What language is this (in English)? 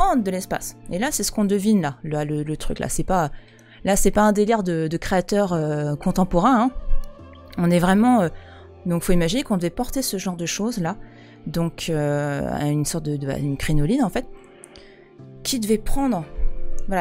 French